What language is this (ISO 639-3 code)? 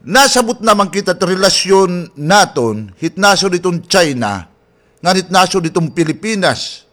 war